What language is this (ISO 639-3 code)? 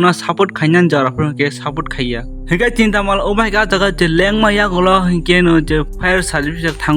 trp